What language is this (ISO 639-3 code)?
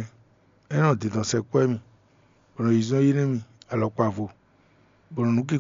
fon